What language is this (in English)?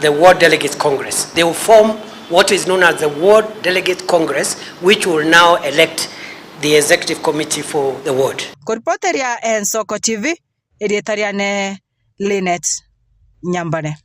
Gusii